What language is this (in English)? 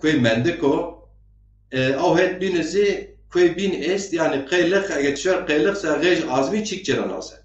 Zaza